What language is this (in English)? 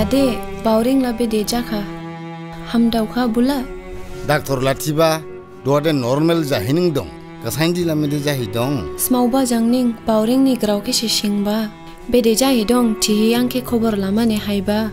Dimasa